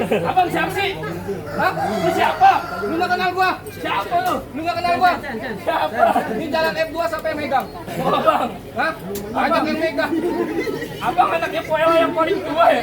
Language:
Betawi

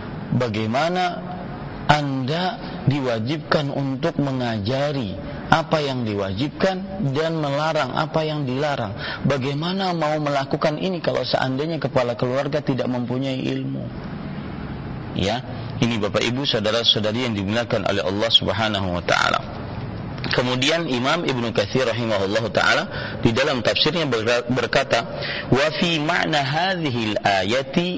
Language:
Indonesian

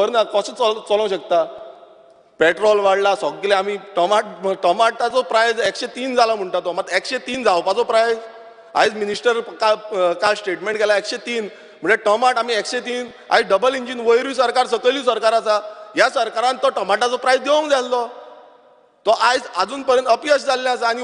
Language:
Konkani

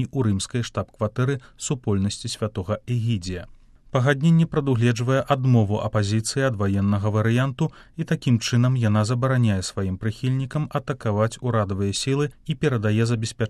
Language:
Belarusian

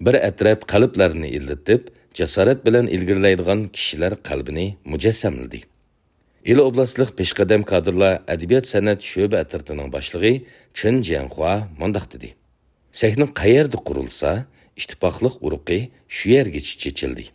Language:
Uyghur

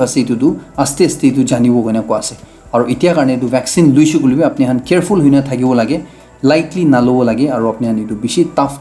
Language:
Naga Pidgin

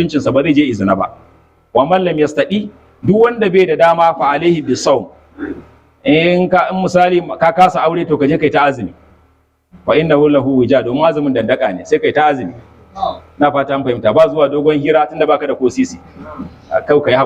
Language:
Hausa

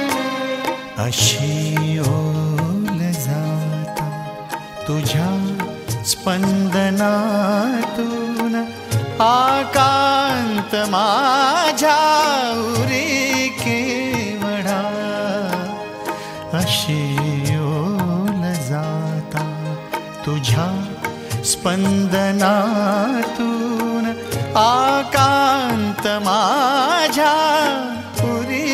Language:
Marathi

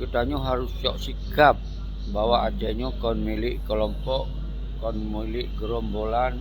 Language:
Achinese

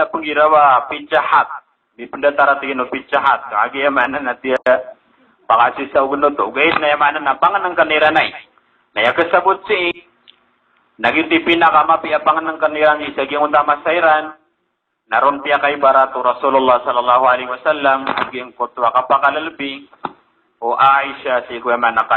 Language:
Maranao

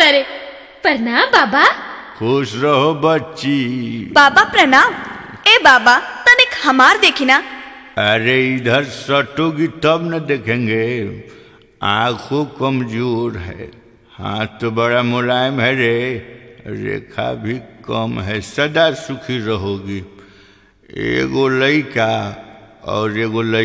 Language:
Bhojpuri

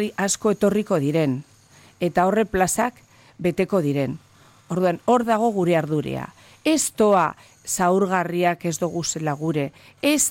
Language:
Basque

